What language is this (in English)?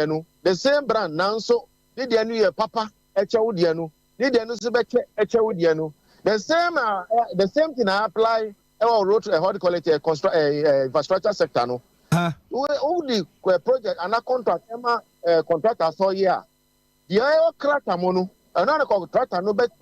Akan